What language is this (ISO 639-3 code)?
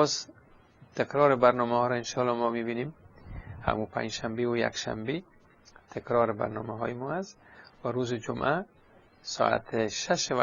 fas